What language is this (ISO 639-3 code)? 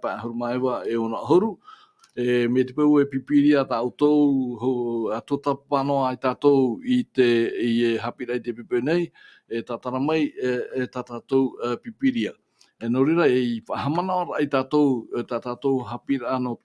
tah